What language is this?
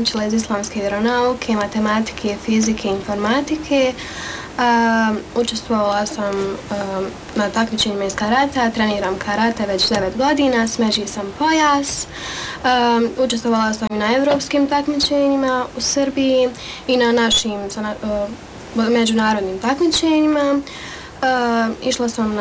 Bosnian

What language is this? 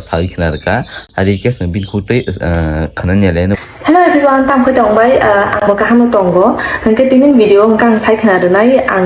Kok Borok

